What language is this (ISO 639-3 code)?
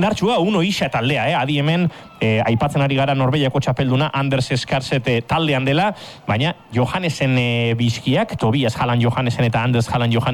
eus